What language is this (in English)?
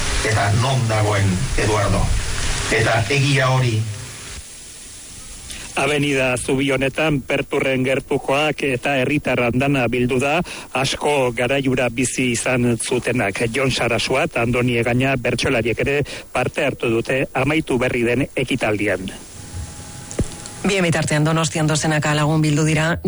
Basque